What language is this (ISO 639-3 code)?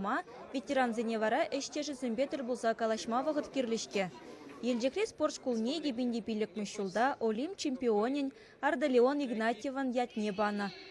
chv